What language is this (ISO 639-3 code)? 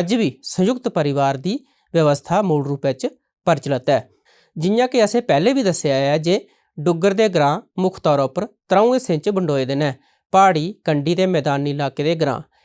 doi